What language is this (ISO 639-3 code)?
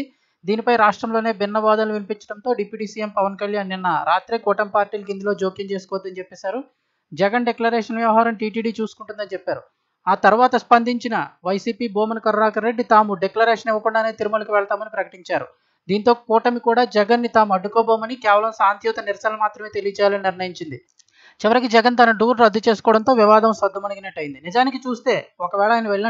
tel